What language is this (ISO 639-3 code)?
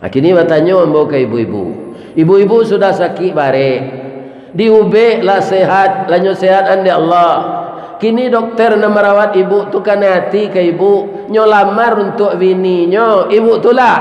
min